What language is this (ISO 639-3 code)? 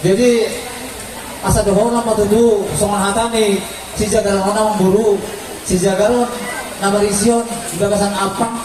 bbc